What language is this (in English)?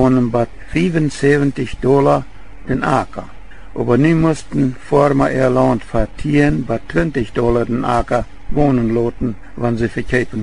Plautdietsch